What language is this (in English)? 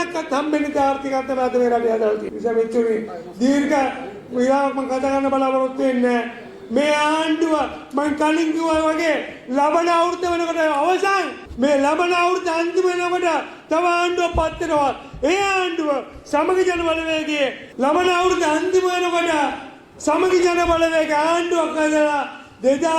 Sinhala